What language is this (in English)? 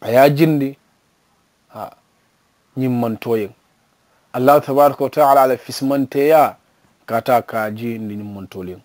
Mandingo